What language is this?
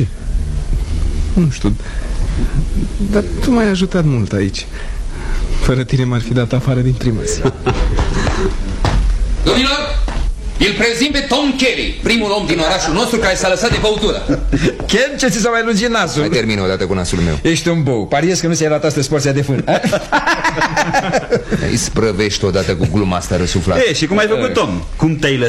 Romanian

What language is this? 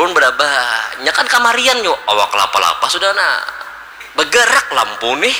Banjar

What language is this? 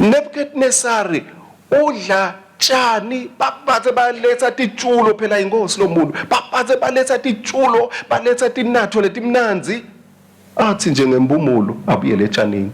Swati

